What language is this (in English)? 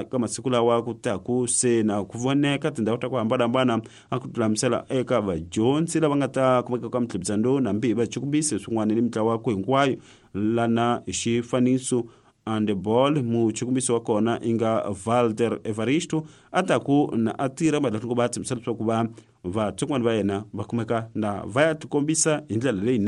Tsonga